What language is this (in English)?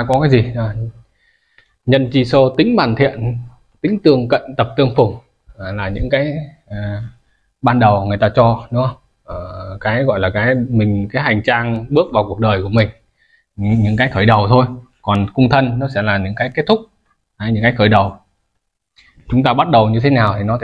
Vietnamese